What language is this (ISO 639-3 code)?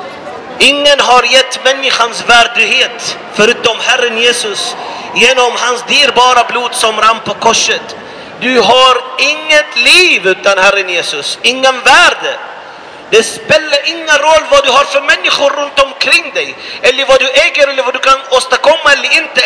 swe